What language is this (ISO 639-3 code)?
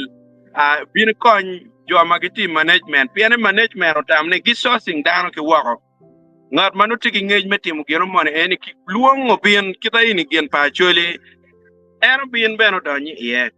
ach